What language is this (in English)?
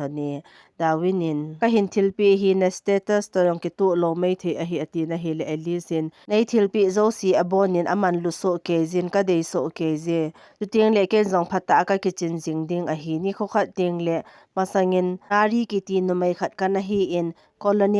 Thado Chin